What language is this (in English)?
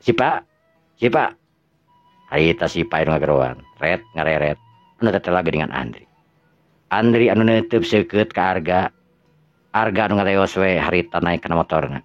Sundanese